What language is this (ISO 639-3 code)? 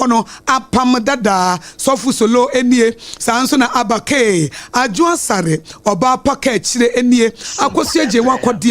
aka